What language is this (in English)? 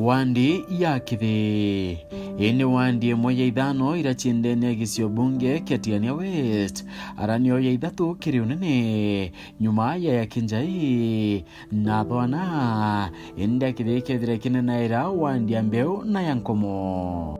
Meru